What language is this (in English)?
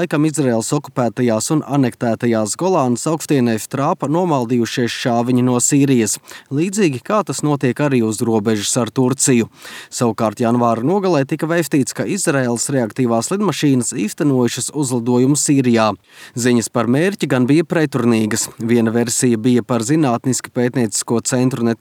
Latvian